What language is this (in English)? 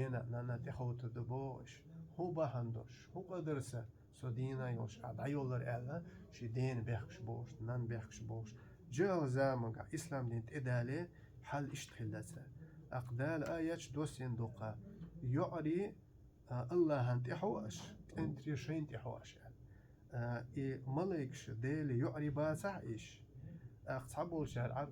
Chechen